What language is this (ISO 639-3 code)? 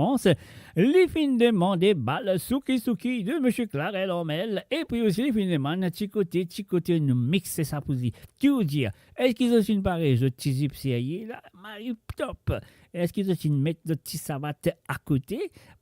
mfe